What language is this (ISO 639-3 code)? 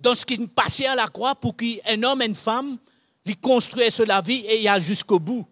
mfe